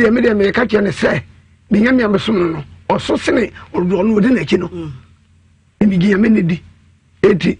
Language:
Akan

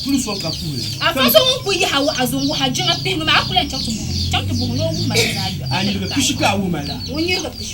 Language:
Dagbani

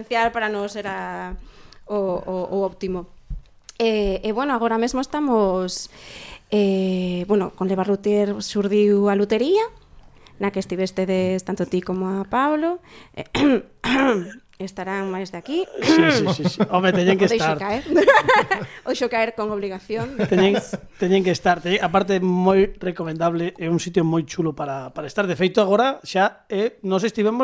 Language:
Galician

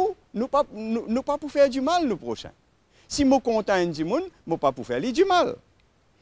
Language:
Morisyen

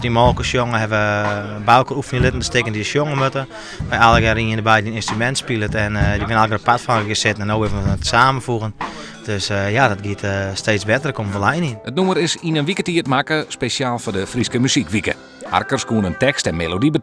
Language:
Western Frisian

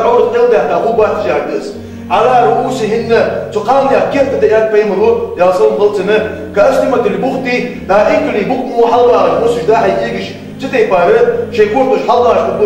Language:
Ingush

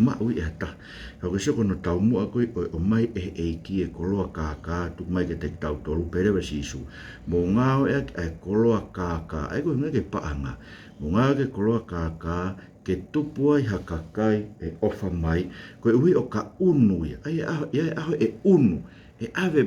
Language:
Tongan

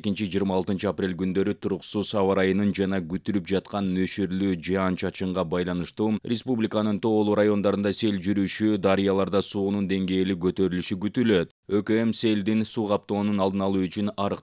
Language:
Kyrgyz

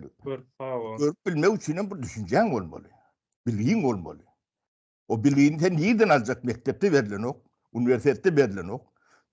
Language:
Turkmen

